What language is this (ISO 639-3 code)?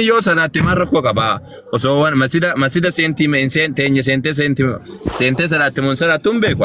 orm